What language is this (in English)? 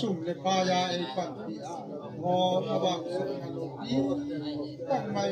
Gangte